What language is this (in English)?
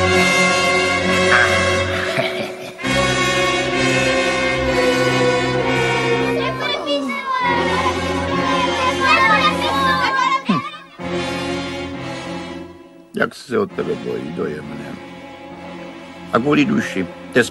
Czech